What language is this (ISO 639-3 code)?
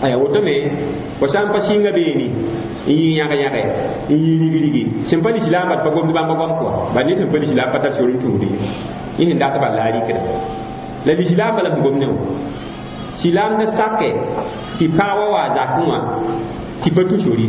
mos